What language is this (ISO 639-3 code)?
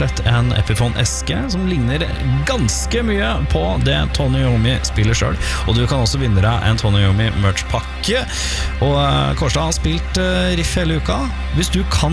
nor